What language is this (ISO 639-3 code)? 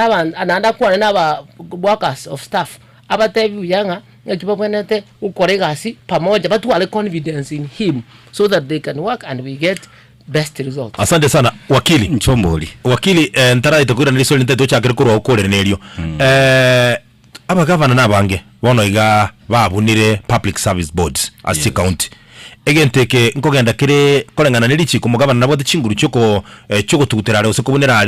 guz